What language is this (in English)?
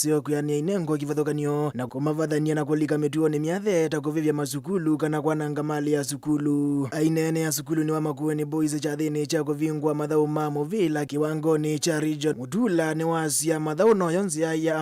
Kamba